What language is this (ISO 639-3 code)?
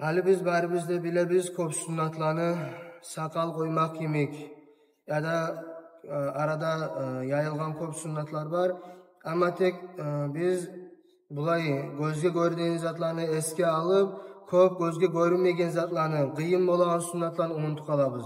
kum